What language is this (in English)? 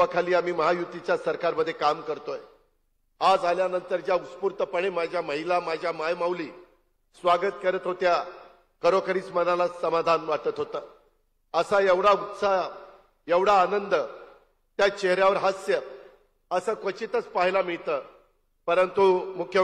Marathi